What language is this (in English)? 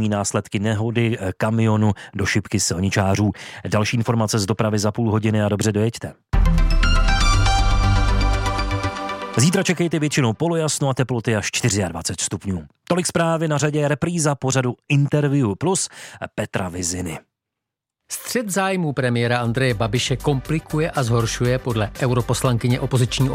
Czech